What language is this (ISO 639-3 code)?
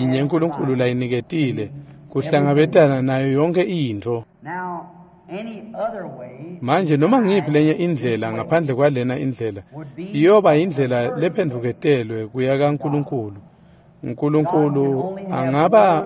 ssw